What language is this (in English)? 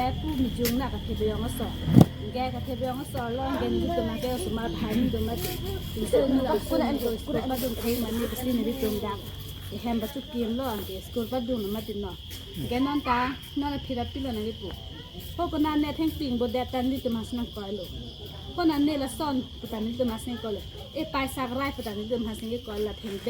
Karbi